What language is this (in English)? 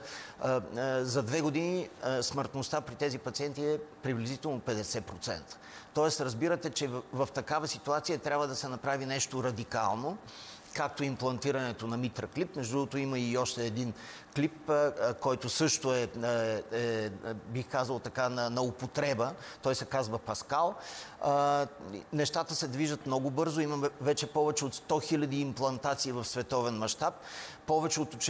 Bulgarian